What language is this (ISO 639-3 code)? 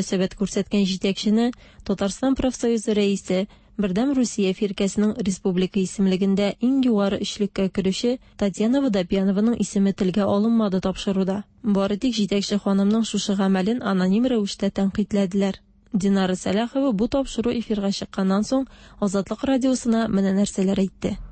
tat